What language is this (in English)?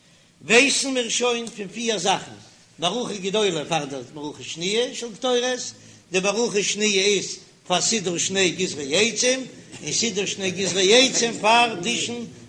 Yiddish